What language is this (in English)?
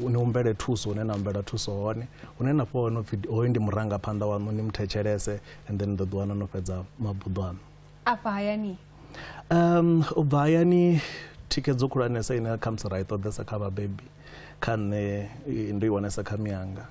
Venda